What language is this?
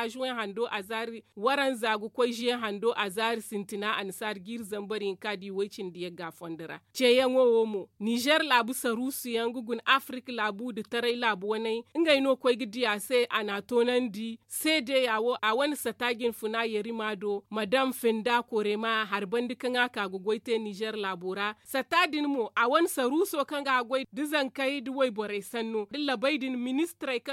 Zarma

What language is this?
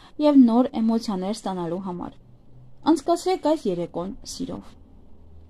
Armenian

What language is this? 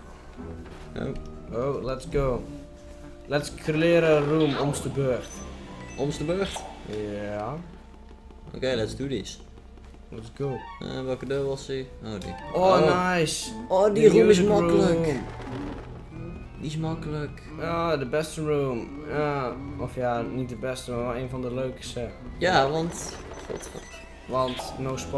Dutch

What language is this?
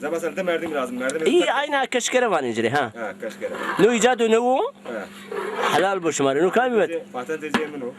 Zaza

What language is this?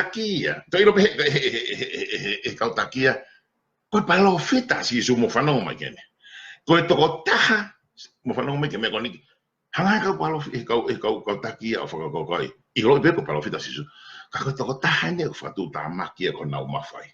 Tongan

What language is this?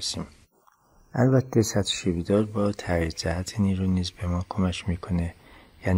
Persian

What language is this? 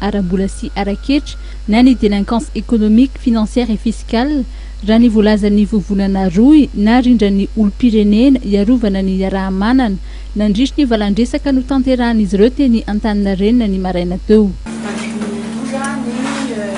Malagasy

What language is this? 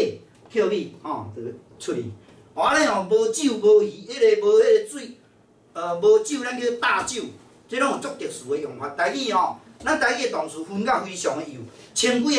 Min Nan Chinese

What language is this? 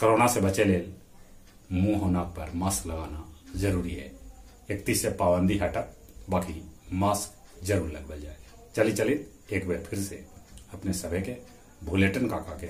Magahi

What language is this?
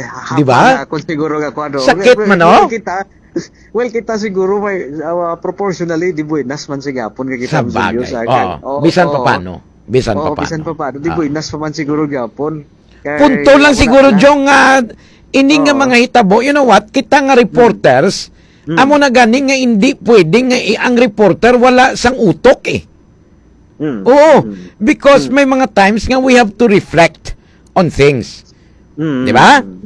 Hiligaynon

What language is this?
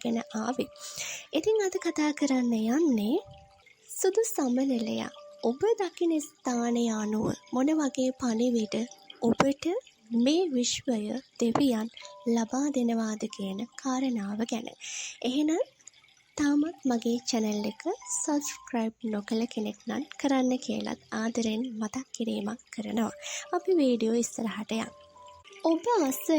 Sinhala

